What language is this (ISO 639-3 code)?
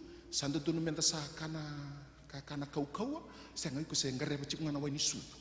fij